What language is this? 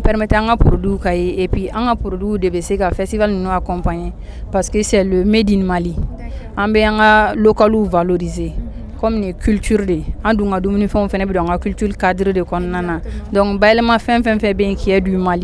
Bambara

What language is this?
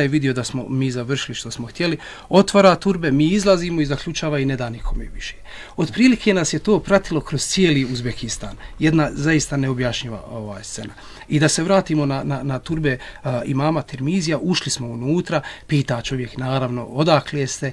Bosnian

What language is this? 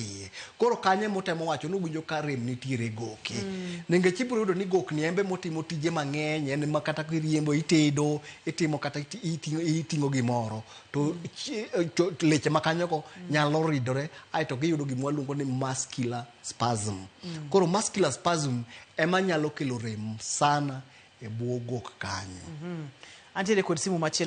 Luo (Kenya and Tanzania)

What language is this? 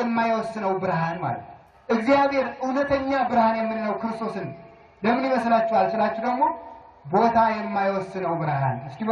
Amharic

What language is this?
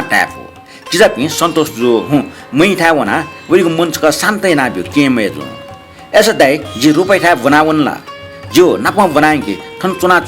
Newari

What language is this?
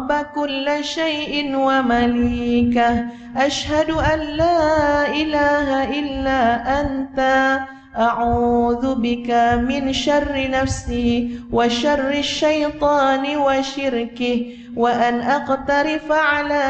Malay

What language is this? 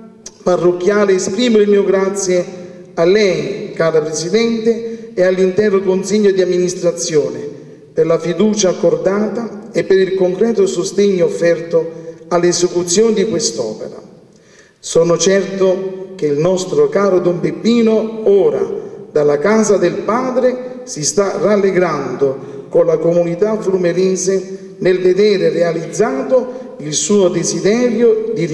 Italian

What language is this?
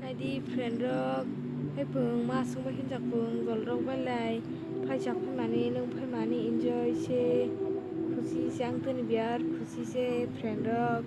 Kok Borok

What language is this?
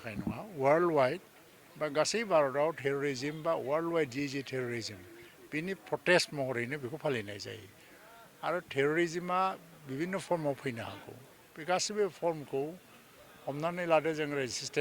Bodo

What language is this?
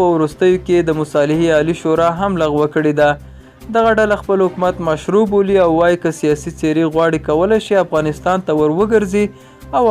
Pashto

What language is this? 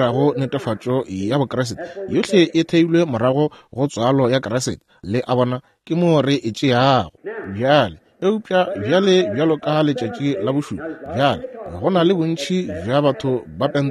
Northern Sotho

